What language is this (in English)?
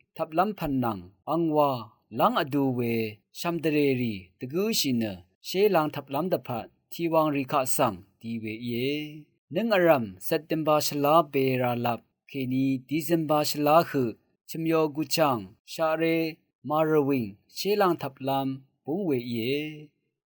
Rawang